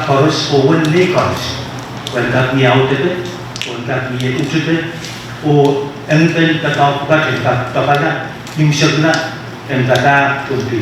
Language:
Pohnpeian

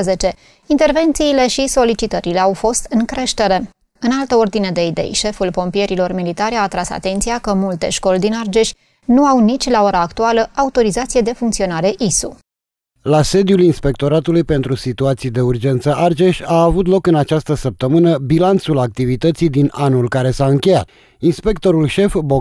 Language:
Romanian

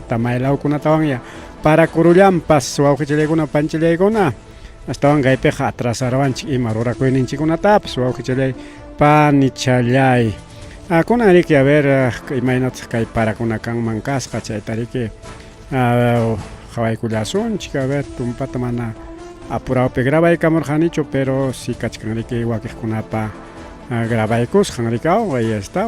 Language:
Ayacucho Quechua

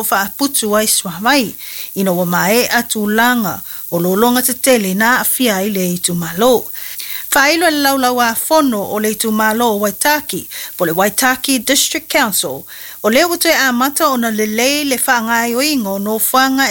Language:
Samoan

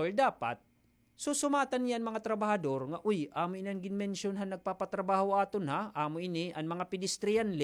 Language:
Waray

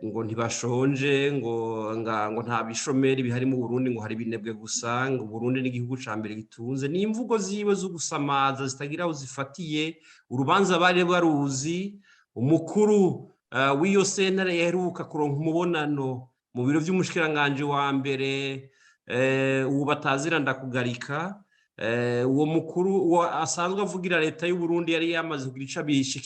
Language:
Rundi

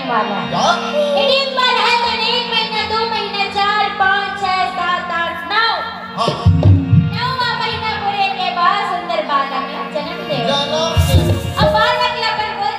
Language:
Chhattisgarhi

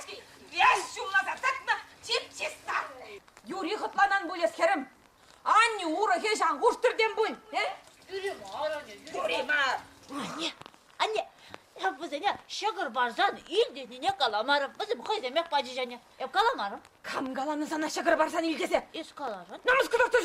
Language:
Chuvash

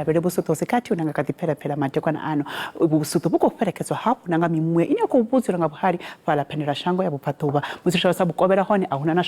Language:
Venda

